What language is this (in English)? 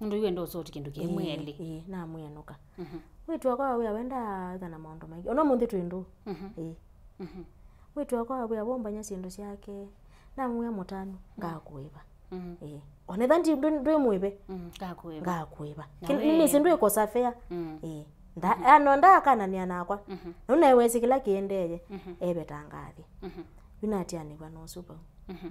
Kamba